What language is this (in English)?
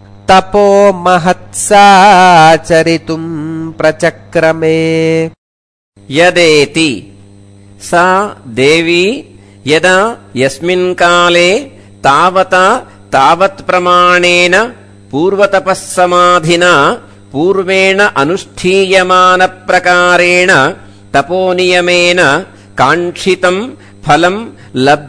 Sanskrit